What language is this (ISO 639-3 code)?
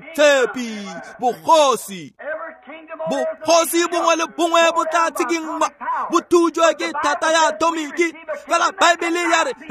tsn